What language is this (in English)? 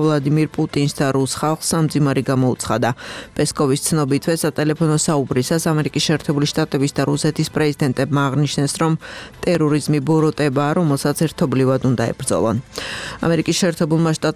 Georgian